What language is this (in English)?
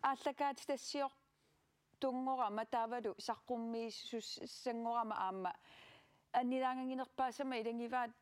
Kalaallisut